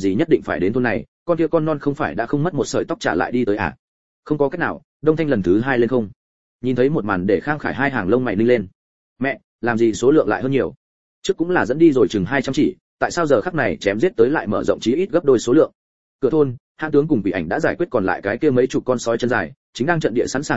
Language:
Vietnamese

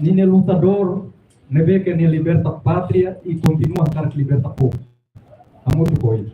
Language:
Tetum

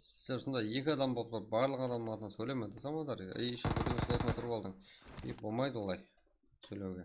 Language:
Kara-Kalpak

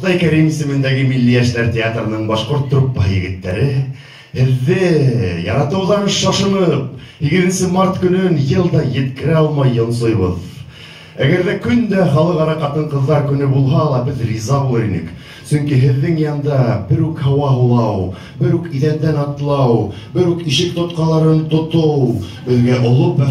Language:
Bashkir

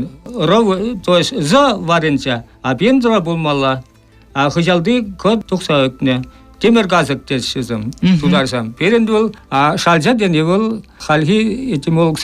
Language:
Chuvash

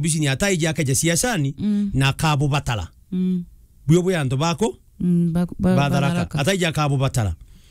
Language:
Meru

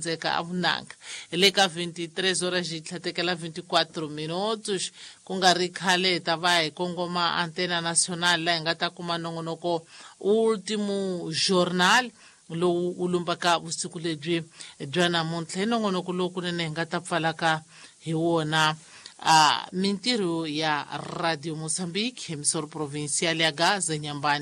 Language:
Tsonga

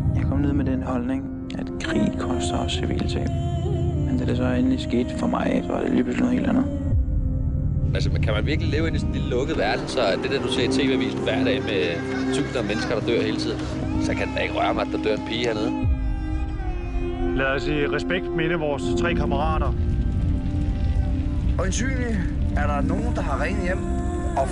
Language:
Danish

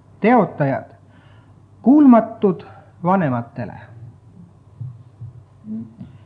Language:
Estonian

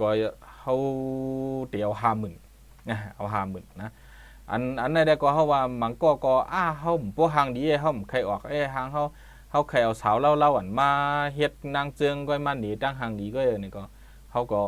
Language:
Shan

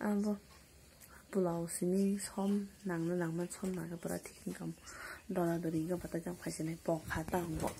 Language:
Kok Borok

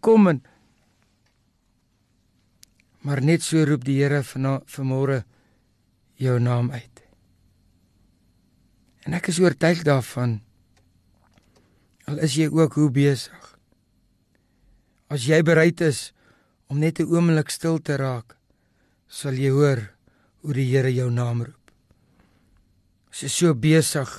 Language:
Afrikaans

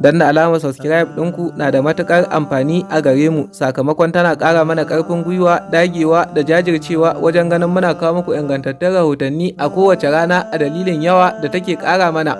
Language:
Hausa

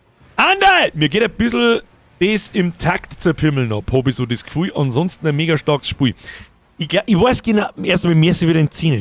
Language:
Bavarian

